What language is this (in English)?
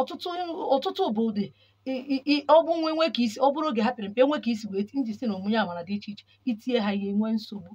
Igbo